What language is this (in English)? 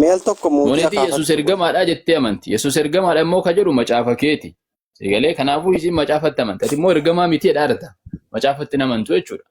Oromo